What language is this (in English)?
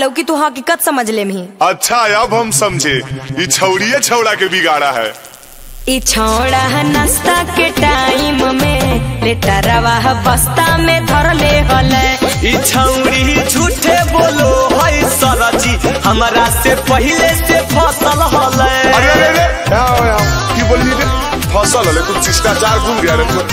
Magahi